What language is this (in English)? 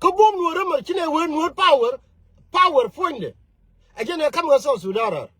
Nuer